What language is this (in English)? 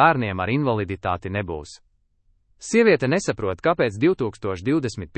Latvian